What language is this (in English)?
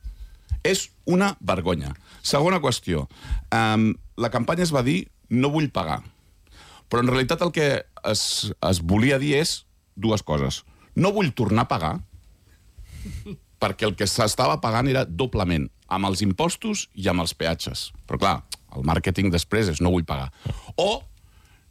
Catalan